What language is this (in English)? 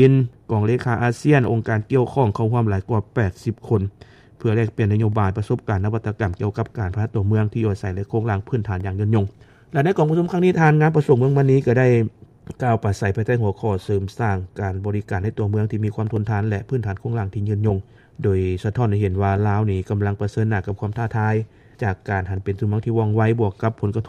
Lao